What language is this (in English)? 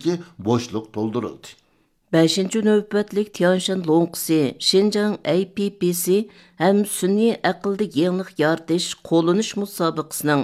Uyghur